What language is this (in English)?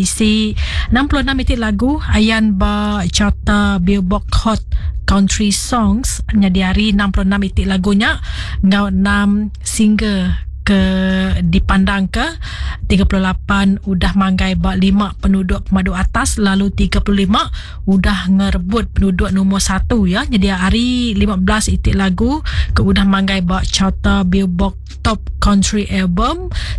Iban